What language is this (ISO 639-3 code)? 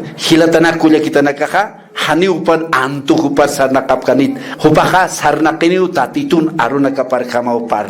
aym